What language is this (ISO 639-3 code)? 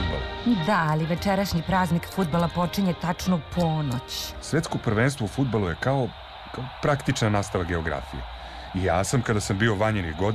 srp